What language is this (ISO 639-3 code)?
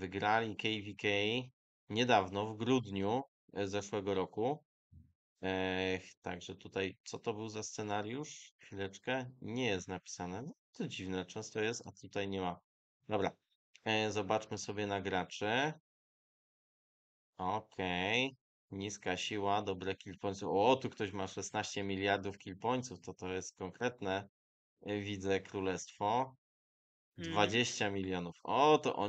pol